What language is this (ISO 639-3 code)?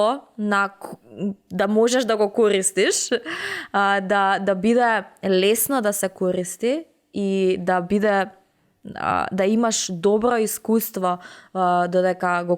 mkd